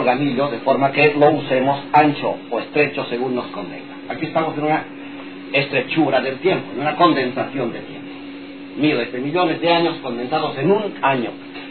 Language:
Spanish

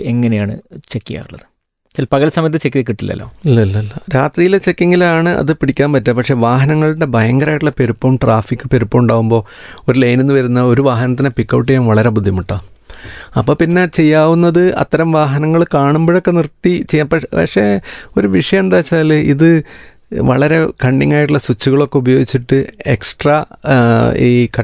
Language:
Malayalam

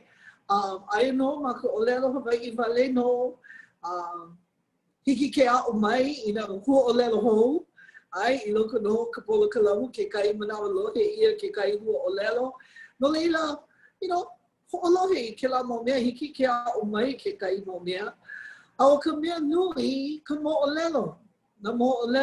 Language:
Hawaiian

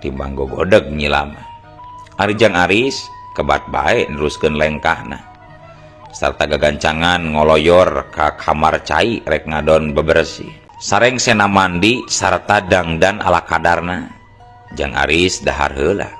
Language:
Sundanese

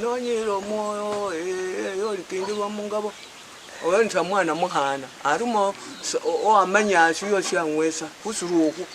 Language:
Luyia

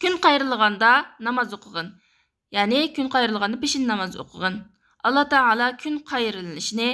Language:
Uyghur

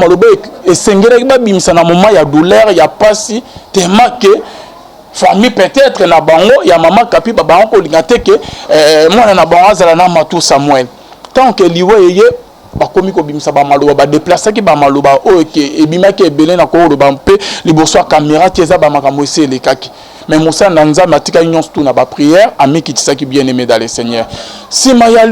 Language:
Lingala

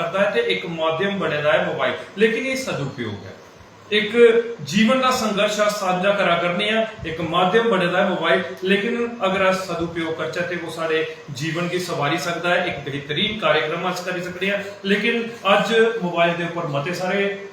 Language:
Dogri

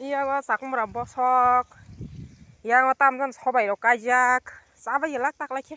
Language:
Kok Borok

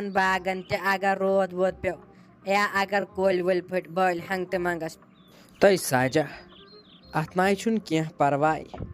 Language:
Kashmiri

